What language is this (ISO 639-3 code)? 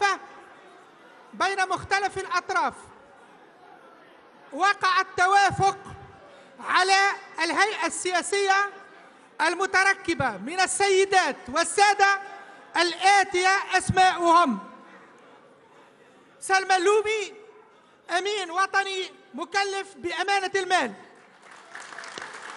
aeb